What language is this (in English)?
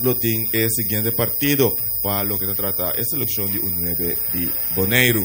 Papiamento